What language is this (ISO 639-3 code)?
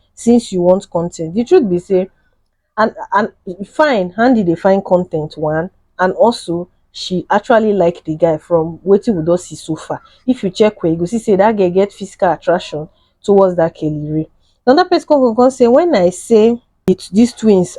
pcm